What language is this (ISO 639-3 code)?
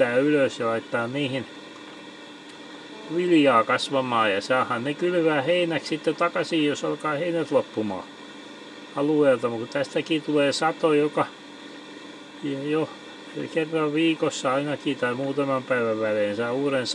fin